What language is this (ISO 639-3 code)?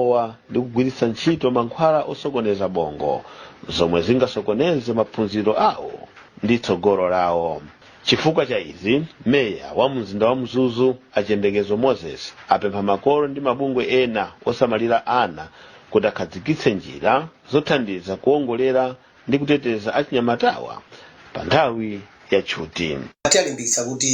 nya